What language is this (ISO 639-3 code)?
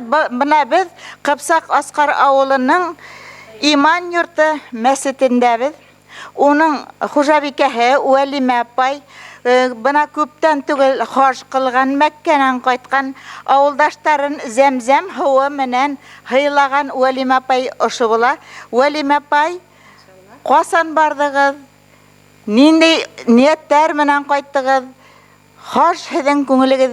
bak